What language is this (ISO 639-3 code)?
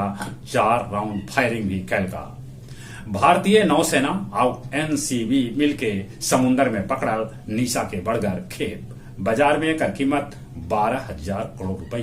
mag